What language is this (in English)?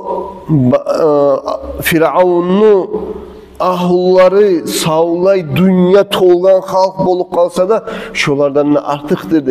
Kumyk